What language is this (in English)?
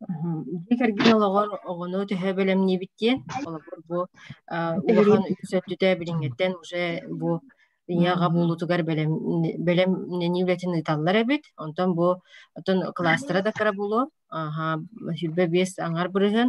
Yakut